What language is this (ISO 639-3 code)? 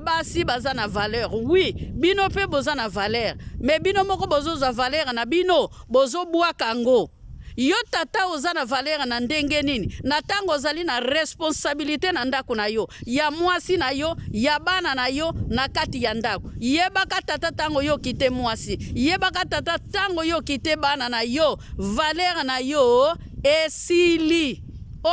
lin